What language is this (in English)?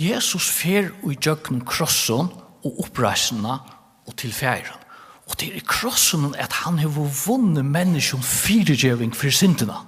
Faroese